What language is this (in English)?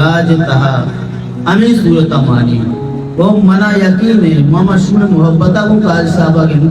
Baluchi